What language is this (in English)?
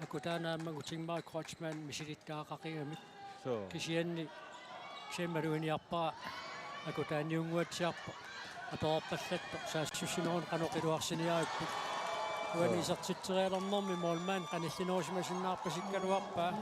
Kalaallisut